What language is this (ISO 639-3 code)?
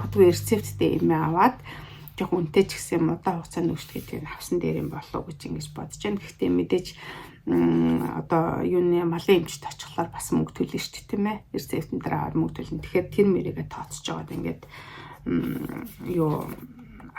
mon